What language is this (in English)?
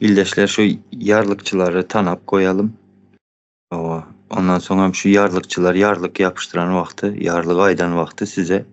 Turkmen